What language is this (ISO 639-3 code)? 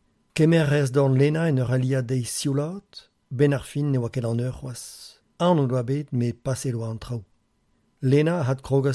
bre